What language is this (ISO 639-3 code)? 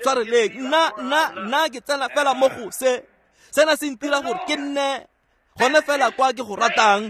tsn